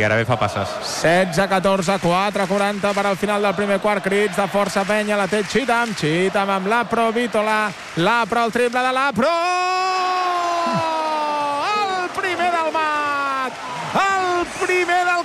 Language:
Catalan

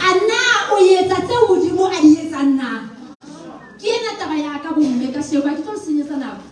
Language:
Southern Sotho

